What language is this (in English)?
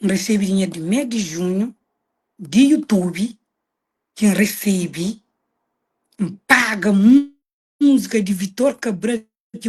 Kabuverdianu